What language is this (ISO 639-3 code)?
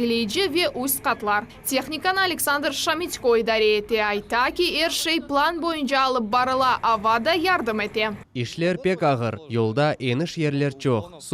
crh